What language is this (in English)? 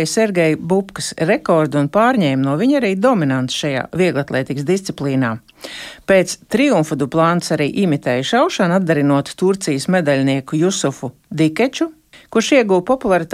Latvian